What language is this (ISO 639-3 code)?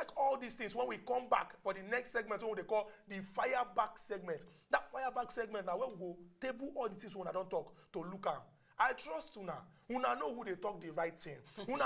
pcm